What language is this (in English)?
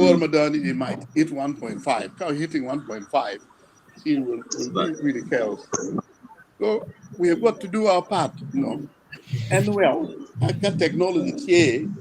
Acoli